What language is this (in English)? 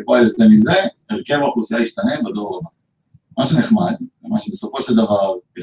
Hebrew